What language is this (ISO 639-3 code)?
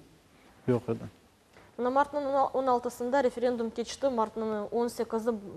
crh